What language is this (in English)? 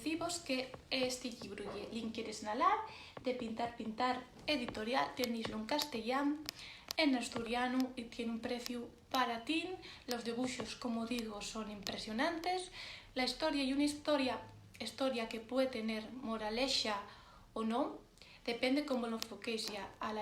Asturian